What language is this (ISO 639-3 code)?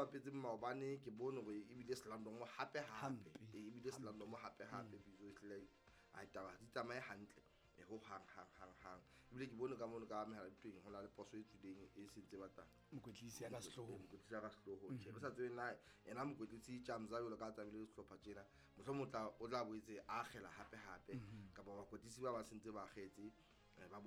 sot